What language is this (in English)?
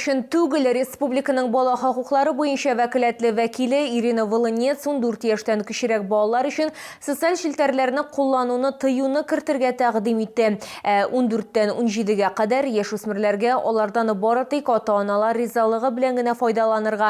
Tatar